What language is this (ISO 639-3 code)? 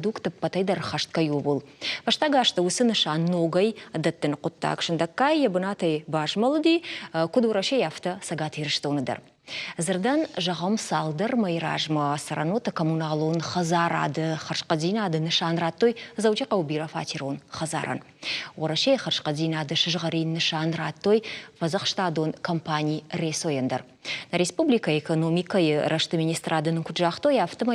oss